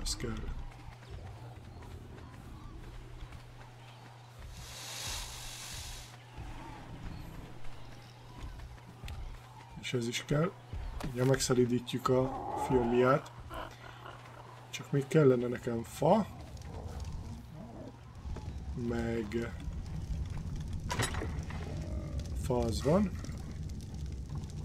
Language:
Hungarian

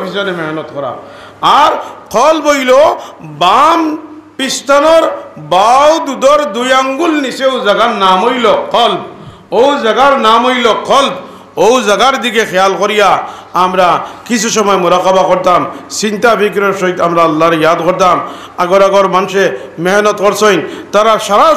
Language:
Sylheti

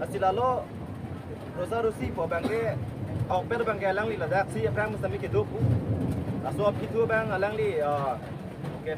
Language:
Karbi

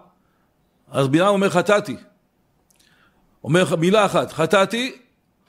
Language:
Hebrew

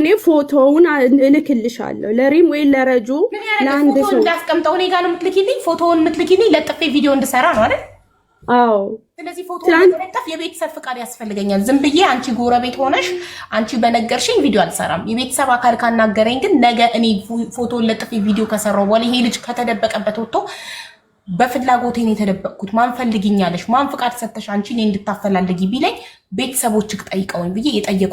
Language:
Amharic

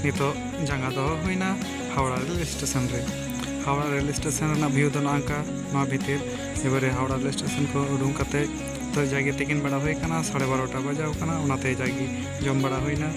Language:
Santali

